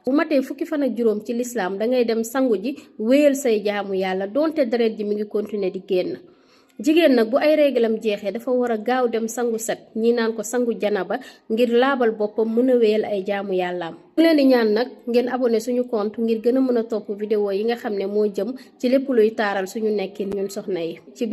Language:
Wolof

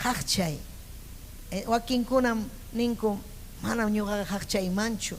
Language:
Ayacucho Quechua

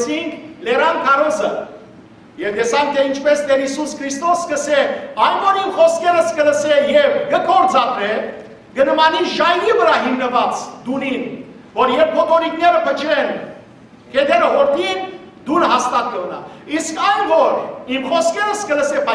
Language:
Western Armenian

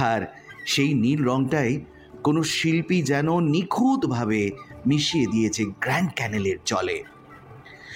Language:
Bangla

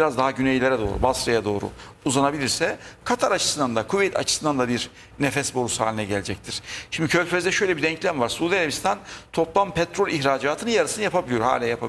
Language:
Turkish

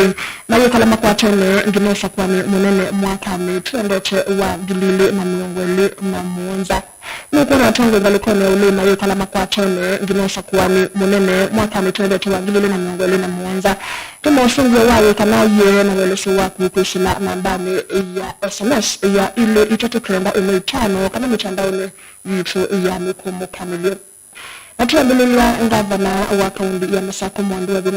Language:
Kamba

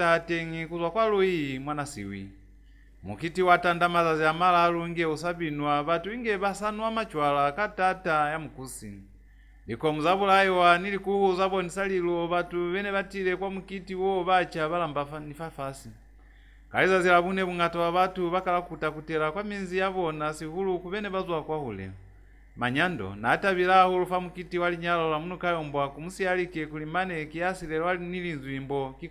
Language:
Lozi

